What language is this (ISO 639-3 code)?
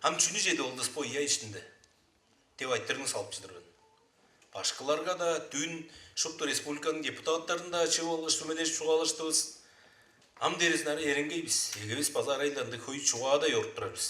tyv